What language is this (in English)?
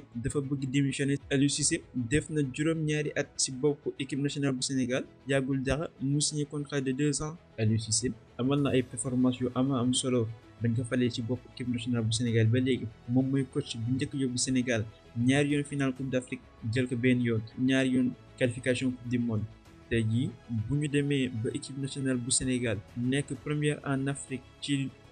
Wolof